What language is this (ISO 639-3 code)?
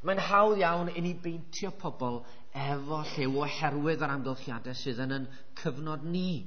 cym